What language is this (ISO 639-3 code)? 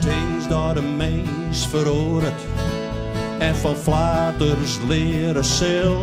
fry